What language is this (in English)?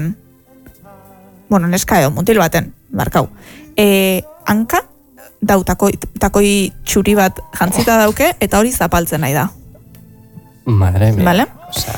Basque